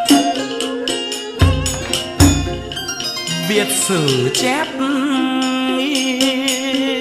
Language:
Vietnamese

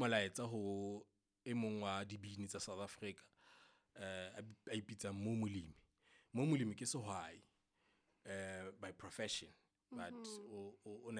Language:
Southern Sotho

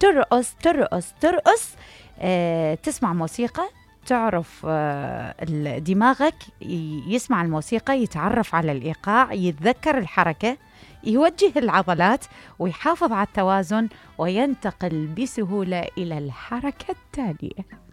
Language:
Mesopotamian Arabic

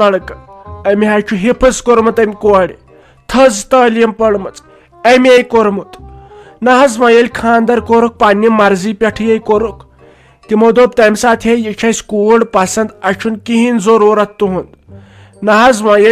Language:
Kashmiri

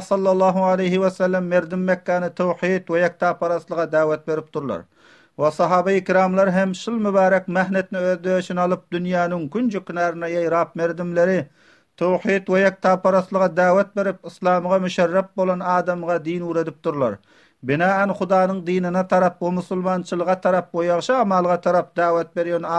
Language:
Turkmen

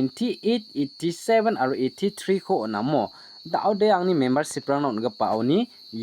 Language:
Garo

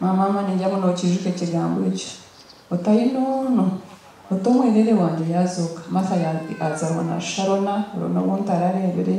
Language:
Nyankole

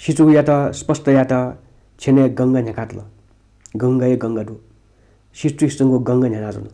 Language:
Newari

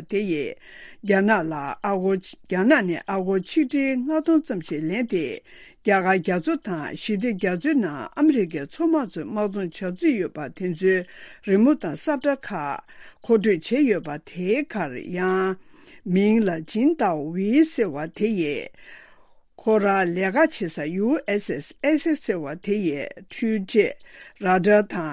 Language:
Tibetan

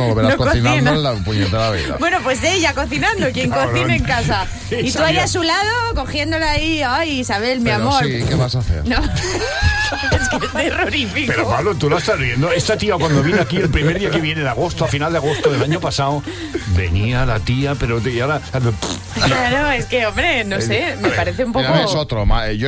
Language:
Spanish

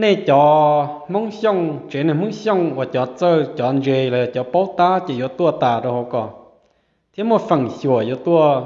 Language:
Hmong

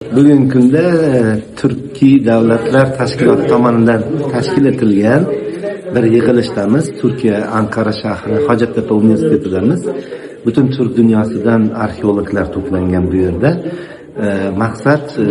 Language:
Uzbek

